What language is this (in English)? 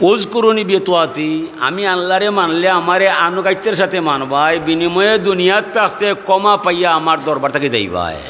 Sylheti